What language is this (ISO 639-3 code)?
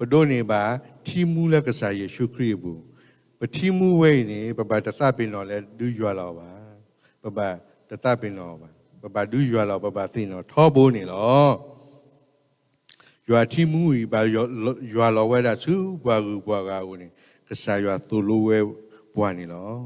ksw